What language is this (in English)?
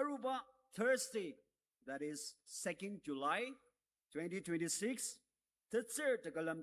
Ao Naga